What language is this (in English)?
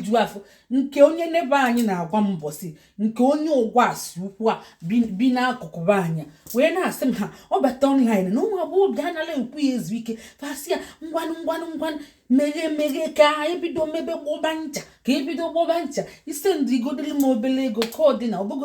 Igbo